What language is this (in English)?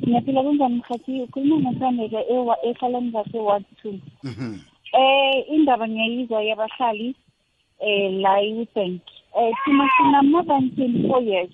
South Ndebele